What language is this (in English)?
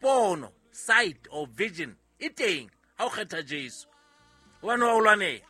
Southern Sotho